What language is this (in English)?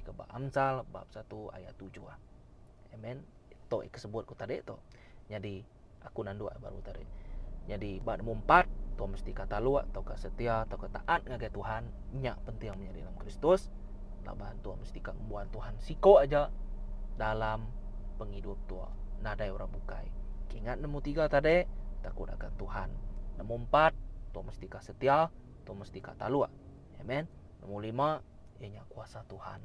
Iban